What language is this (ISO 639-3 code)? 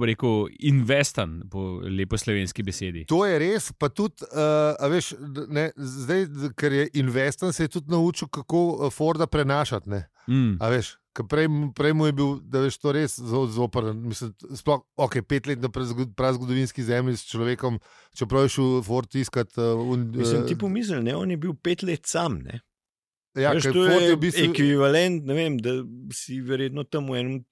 slv